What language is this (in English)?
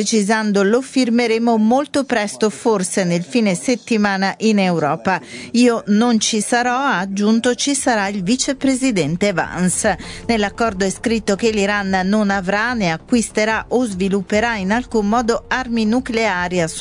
Italian